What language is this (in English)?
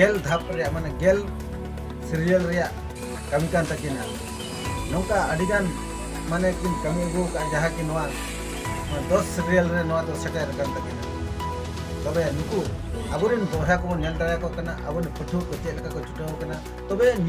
Santali